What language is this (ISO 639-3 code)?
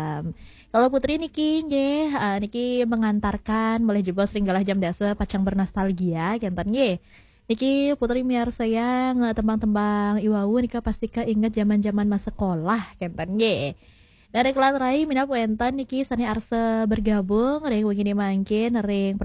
ban